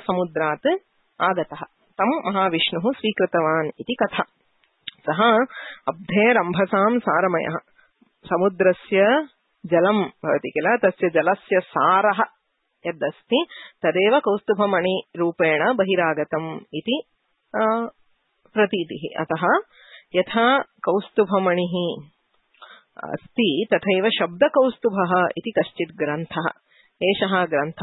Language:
Sanskrit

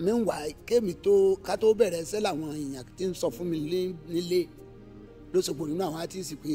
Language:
Yoruba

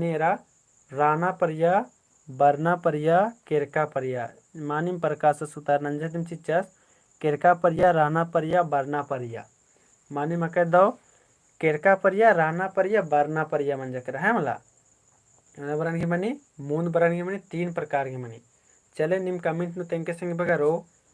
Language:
Kurukh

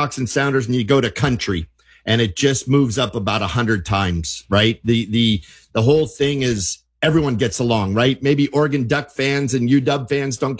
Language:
English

